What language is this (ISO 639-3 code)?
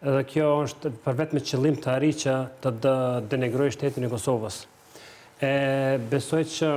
sqi